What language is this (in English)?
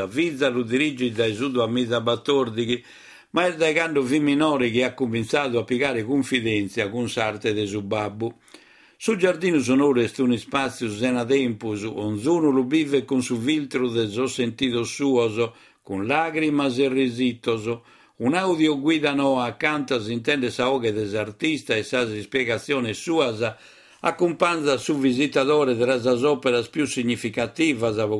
Sardinian